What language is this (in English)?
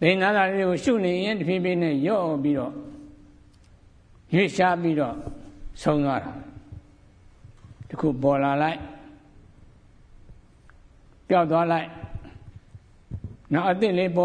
Burmese